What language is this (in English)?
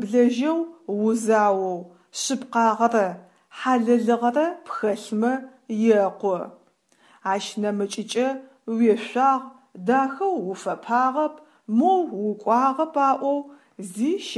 Adyghe